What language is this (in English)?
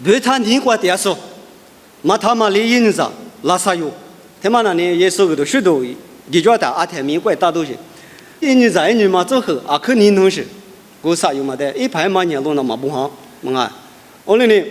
Lisu